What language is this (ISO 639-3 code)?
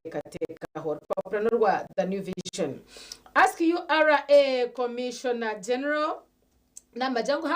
nyn